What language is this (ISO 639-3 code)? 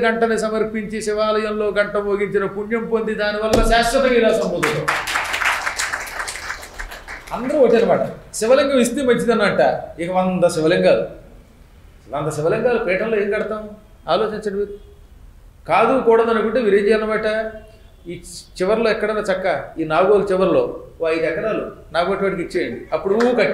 tel